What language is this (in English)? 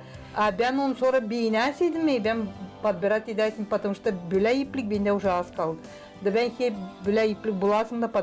Gagauz